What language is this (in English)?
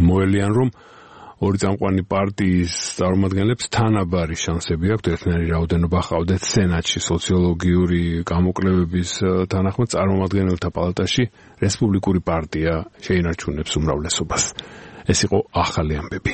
Georgian